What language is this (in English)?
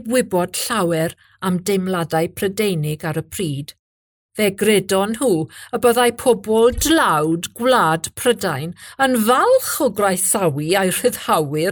Welsh